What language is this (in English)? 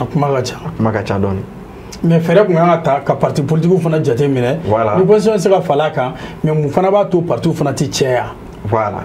Bambara